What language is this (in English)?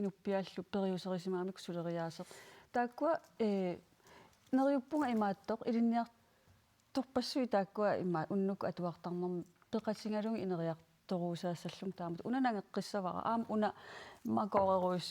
Kalaallisut